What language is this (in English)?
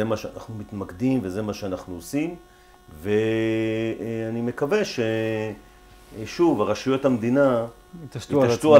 Hebrew